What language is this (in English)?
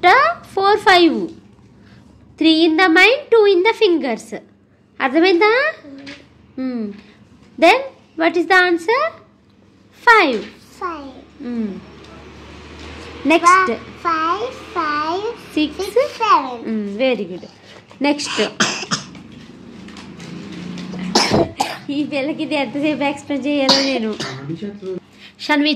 Telugu